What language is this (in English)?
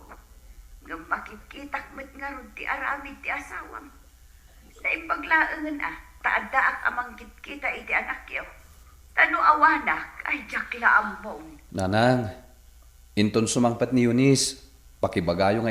Iloko